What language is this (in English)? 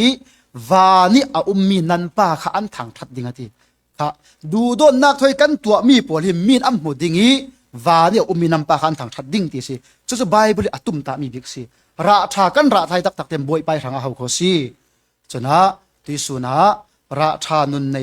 Falam Chin